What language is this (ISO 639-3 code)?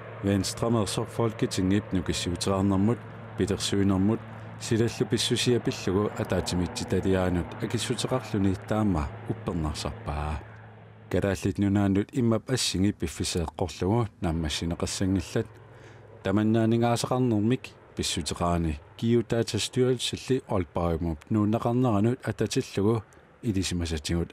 kal